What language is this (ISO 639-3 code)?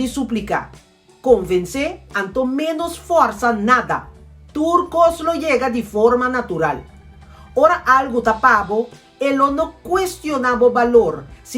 pap